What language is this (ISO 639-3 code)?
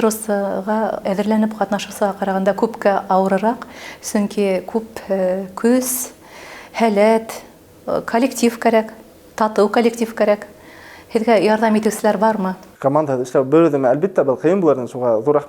bak